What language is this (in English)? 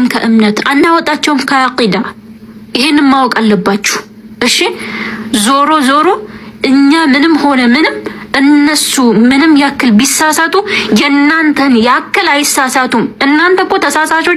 Amharic